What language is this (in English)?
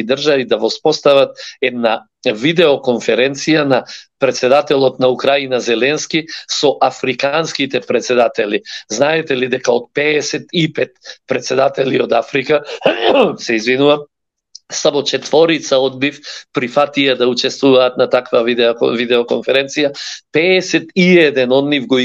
Macedonian